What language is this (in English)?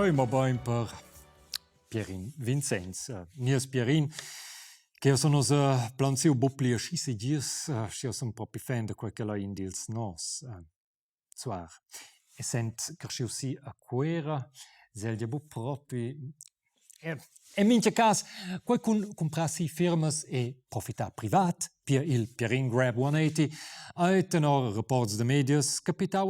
Romansh